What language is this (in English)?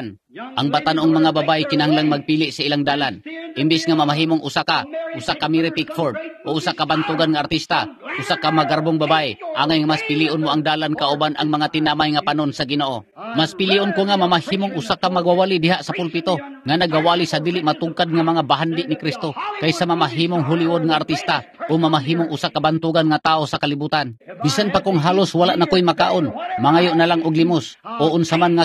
Cebuano